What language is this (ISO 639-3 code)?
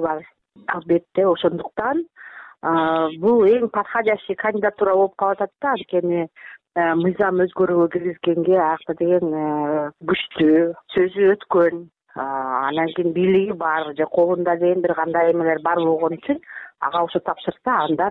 kir